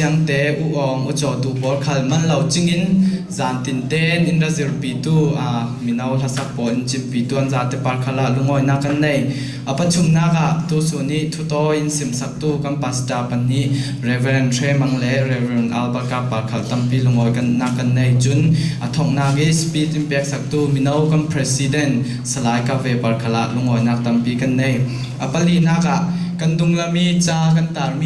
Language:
Falam Chin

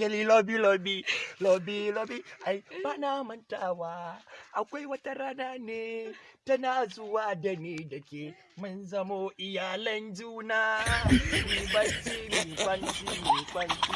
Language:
Hausa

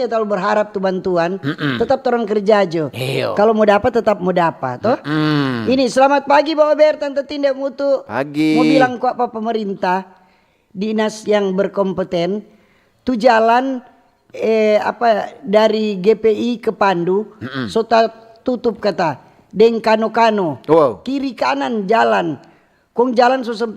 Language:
Manado Malay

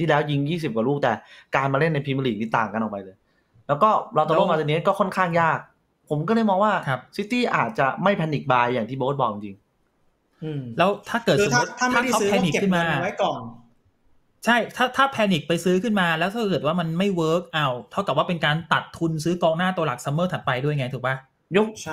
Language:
Thai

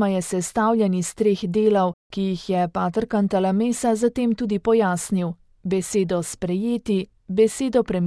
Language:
Slovenian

